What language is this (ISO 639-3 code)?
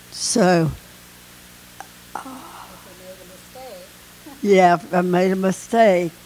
eng